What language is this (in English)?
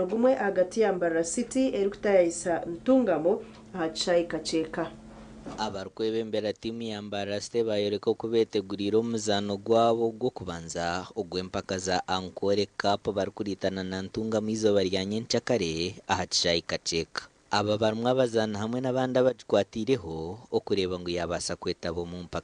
Nyankole